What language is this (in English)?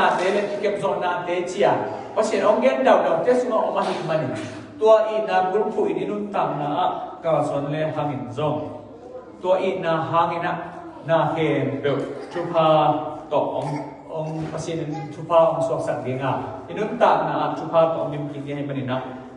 Tedim Chin